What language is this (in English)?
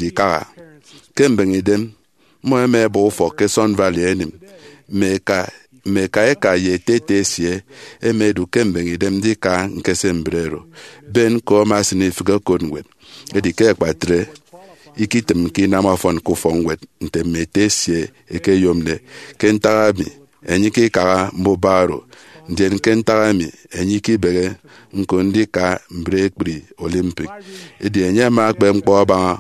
Efik